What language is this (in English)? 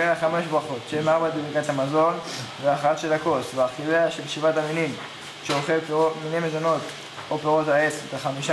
Hebrew